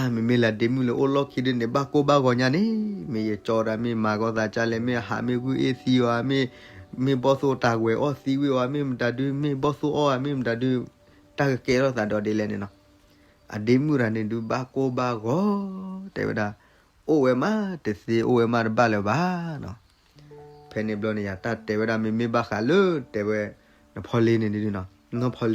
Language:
S'gaw Karen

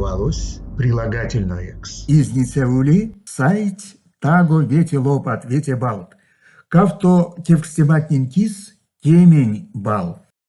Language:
Erzya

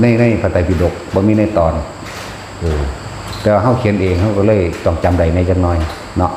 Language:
Lao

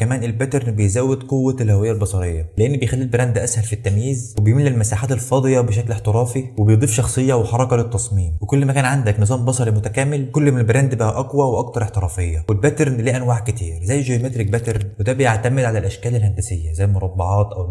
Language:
Egyptian Arabic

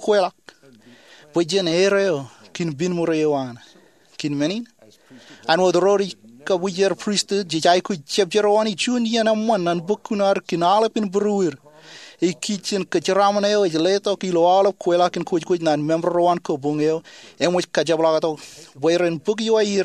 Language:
Marshallese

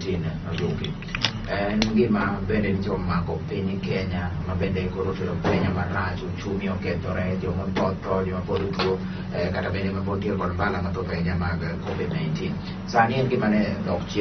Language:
Luo (Kenya and Tanzania)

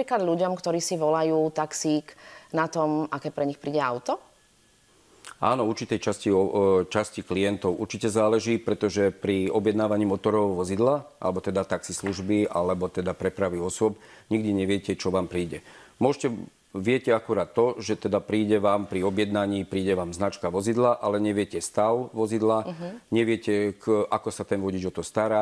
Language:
Slovak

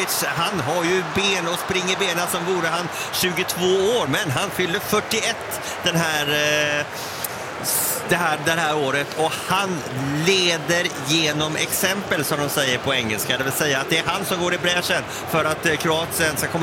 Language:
Swedish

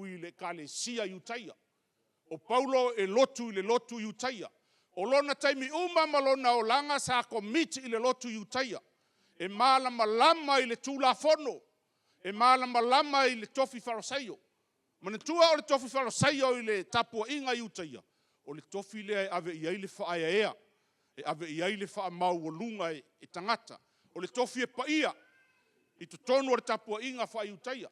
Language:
Samoan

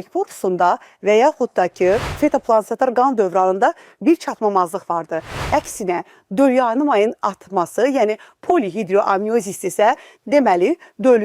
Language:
Azerbaijani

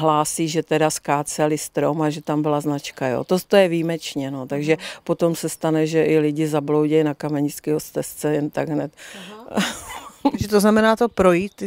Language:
Czech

